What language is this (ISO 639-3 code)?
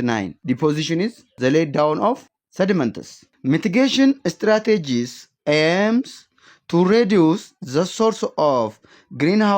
eng